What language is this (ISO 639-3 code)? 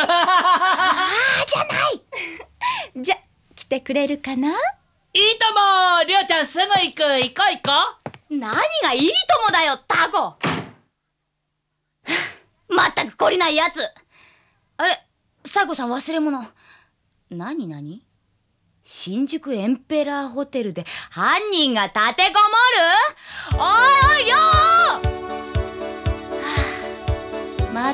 jpn